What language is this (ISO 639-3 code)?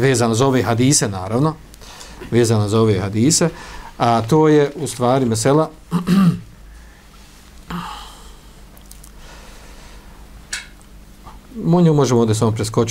bos